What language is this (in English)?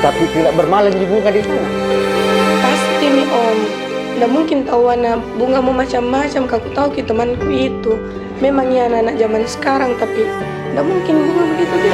Makassar Malay